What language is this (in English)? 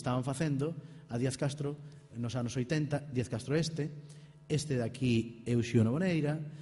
Galician